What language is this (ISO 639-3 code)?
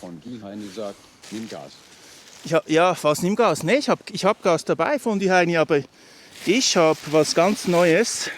gsw